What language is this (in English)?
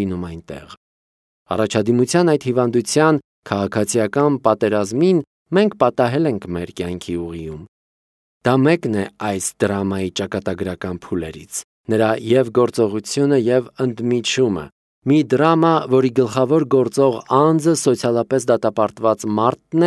Armenian